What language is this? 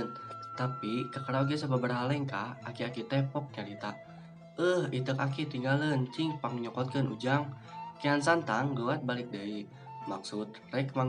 Sundanese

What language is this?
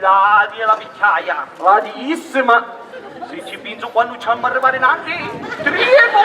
Sicilian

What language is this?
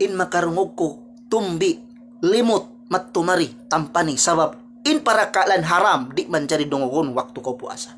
Tausug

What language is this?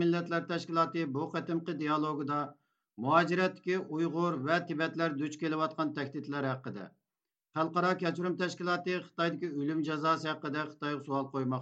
Uyghur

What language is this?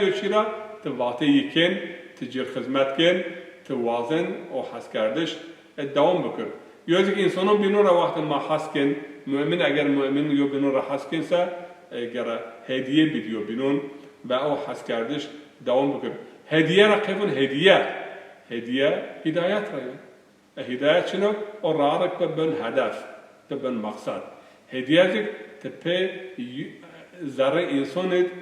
Zaza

